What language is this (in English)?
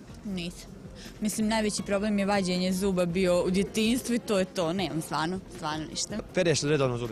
Bosnian